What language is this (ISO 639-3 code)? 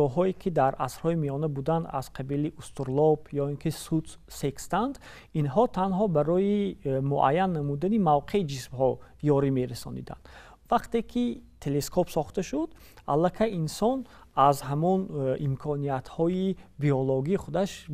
tgk